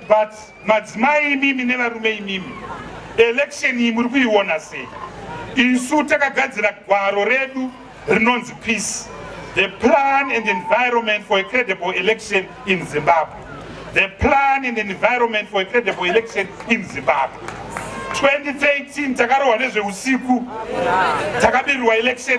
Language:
Shona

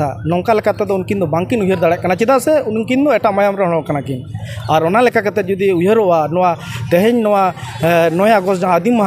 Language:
Santali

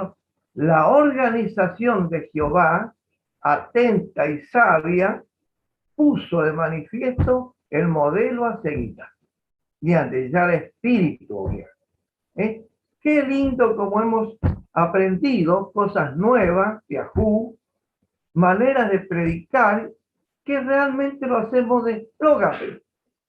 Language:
Guarani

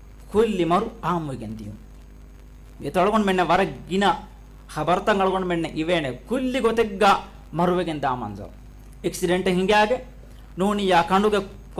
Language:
Divehi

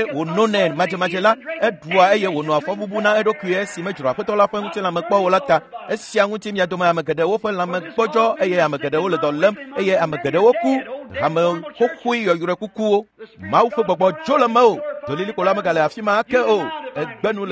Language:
Ewe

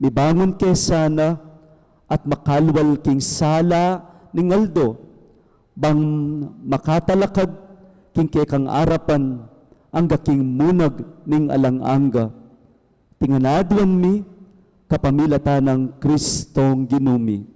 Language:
Pampanga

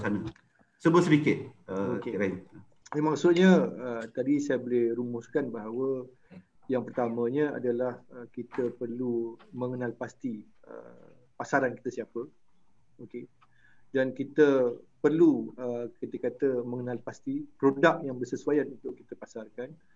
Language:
Malay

